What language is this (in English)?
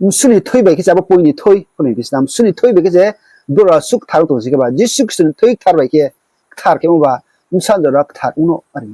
Riang (India)